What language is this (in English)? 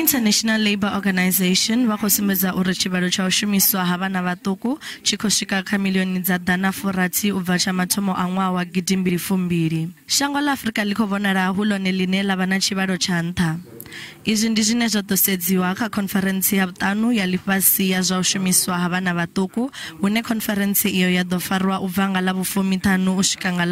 Venda